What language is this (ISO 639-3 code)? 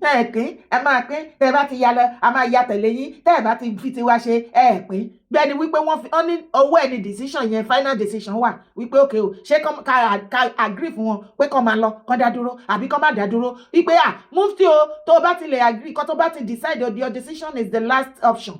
yor